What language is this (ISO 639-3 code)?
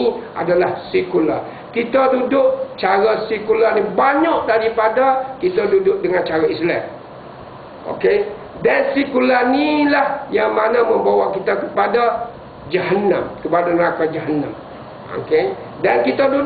msa